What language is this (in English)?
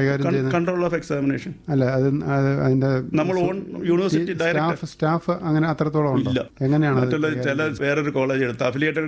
Malayalam